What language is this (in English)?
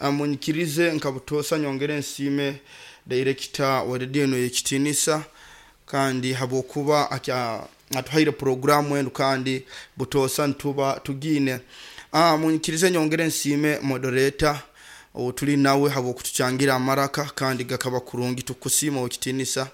Nyankole